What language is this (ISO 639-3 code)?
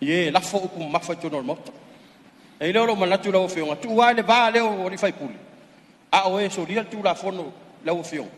smo